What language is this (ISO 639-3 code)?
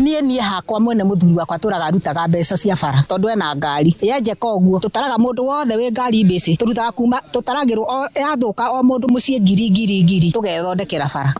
kik